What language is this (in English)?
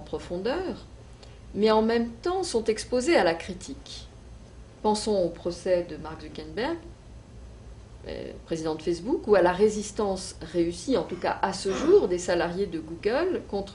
French